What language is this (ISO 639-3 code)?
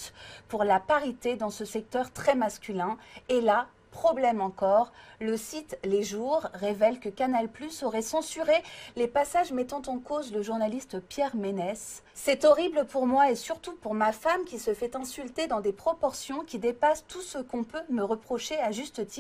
fra